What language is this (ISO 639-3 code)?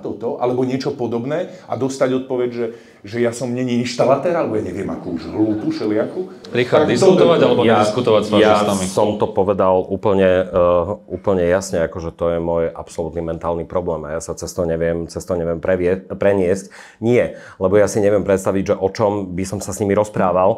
slk